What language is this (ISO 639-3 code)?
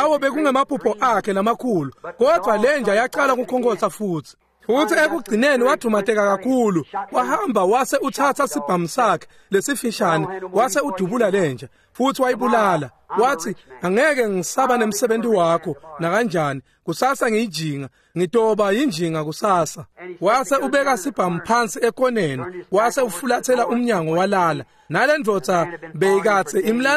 ssw